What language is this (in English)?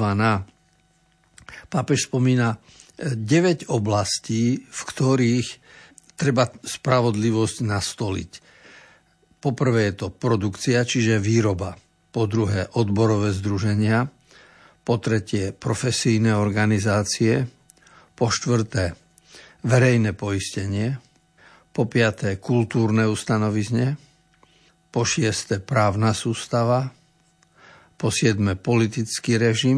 Slovak